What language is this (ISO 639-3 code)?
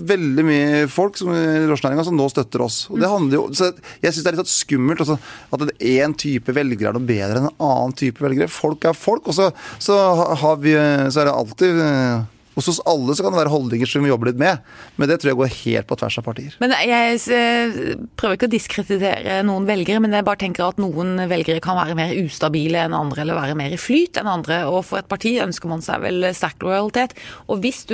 nor